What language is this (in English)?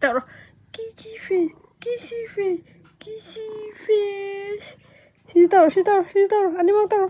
Manipuri